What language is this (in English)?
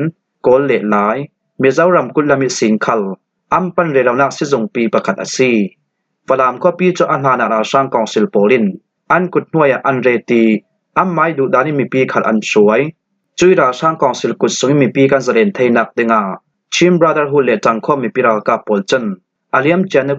Falam Chin